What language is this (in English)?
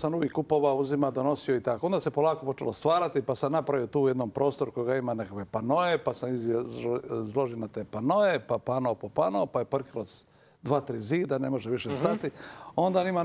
Croatian